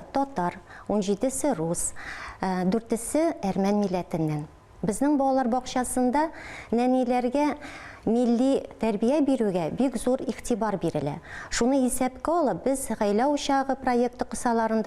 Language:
Tatar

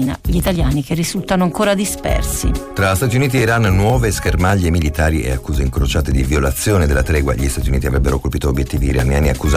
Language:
Italian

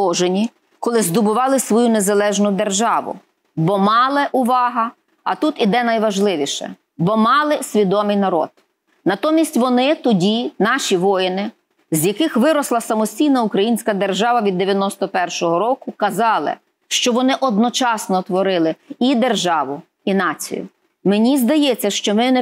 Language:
Ukrainian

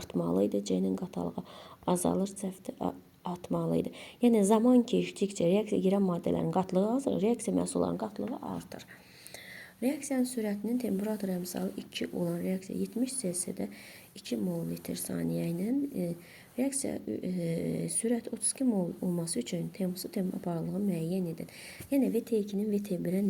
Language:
Azerbaijani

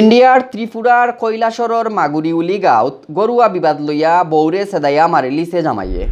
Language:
Sylheti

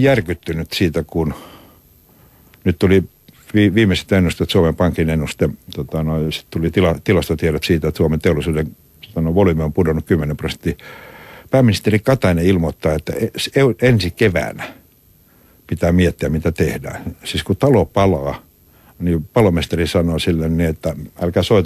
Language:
Finnish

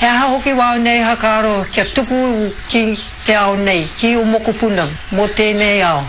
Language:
Māori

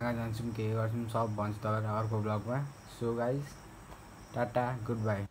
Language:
Nepali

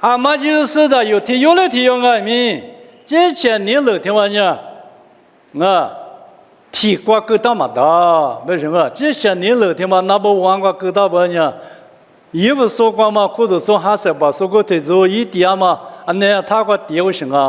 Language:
Lisu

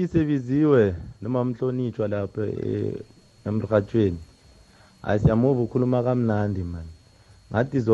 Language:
South Ndebele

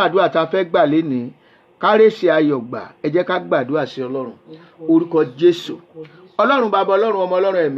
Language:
Yoruba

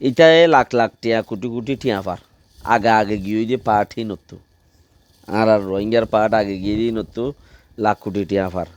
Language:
Rohingya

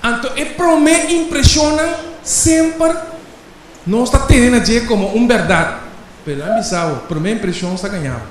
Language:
Papiamento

